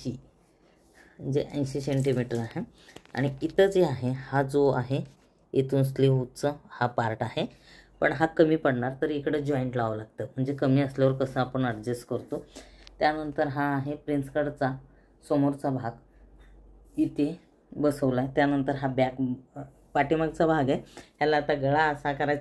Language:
Marathi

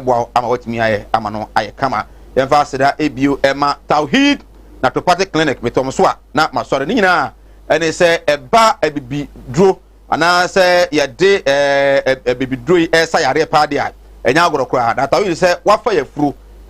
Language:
Akan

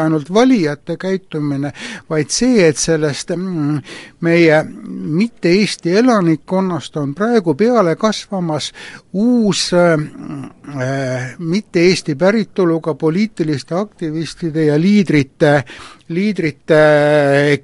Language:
Estonian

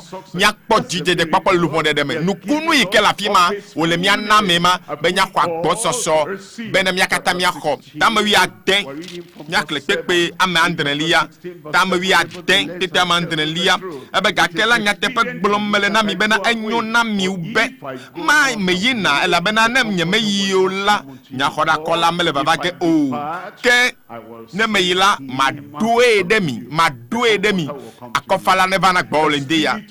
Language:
Ewe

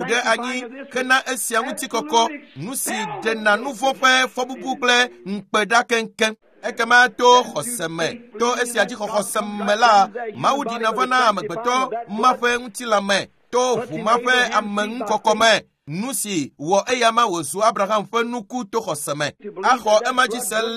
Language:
Ewe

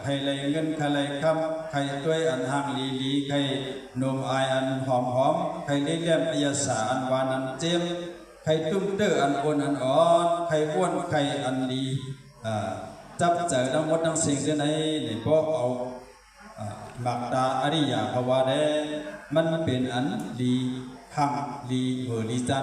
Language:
Shan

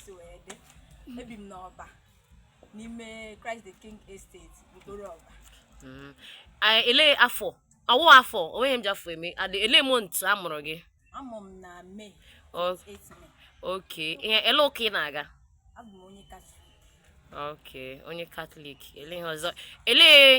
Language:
Igbo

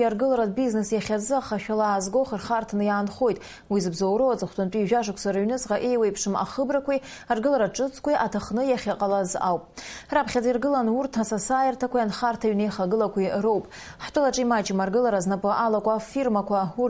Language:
Abkhazian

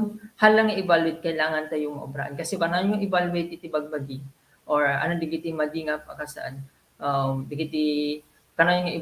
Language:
Iloko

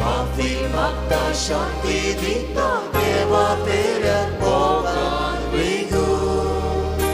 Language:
Konkani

